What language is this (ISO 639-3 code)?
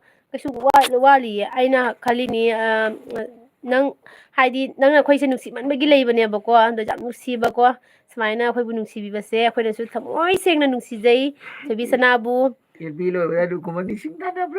mni